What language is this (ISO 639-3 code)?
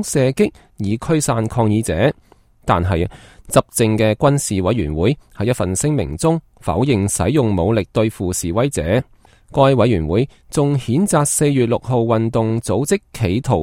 yue